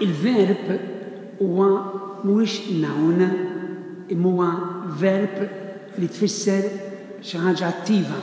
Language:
Maltese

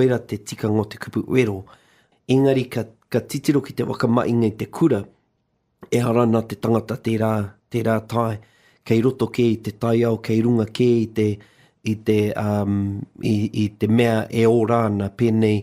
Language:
Māori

